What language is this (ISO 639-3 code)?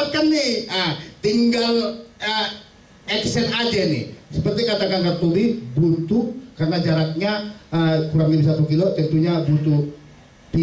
ind